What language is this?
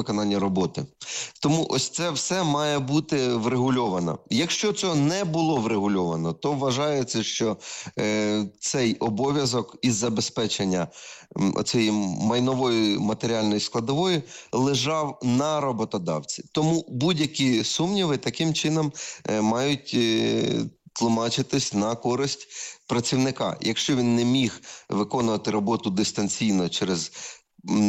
Ukrainian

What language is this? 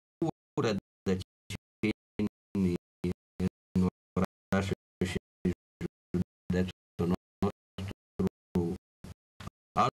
Romanian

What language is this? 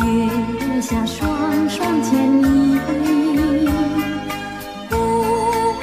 Thai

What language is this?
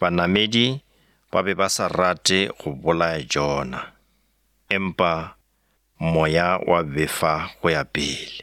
Northern Sotho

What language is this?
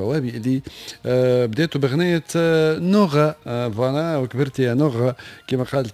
Tunisian Arabic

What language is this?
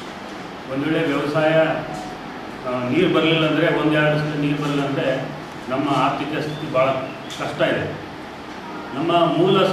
Kannada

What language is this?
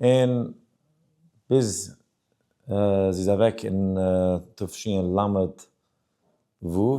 Yiddish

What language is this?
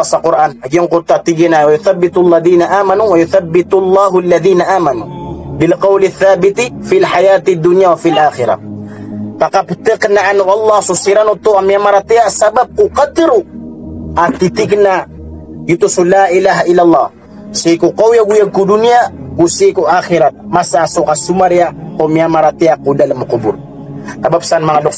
Maranao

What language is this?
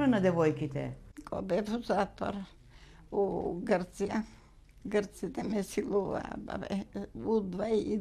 Macedonian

